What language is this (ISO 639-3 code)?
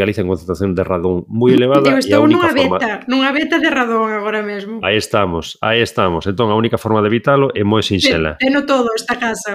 glg